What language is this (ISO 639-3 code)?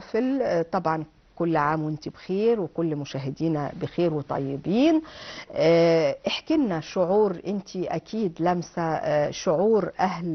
arz